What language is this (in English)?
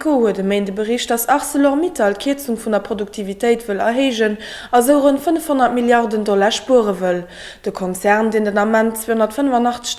Luxembourgish